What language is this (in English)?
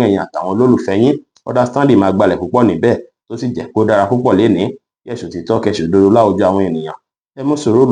Yoruba